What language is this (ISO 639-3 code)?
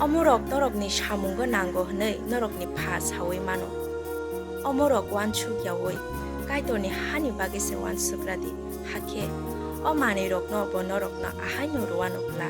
trp